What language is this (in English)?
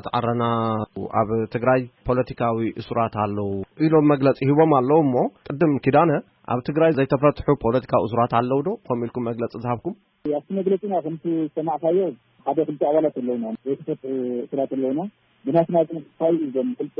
Tigrinya